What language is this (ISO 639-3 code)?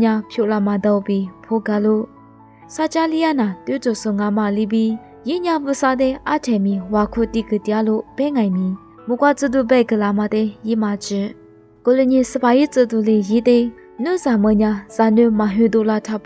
lis